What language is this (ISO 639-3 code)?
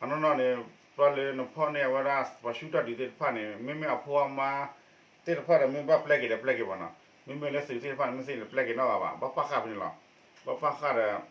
ksw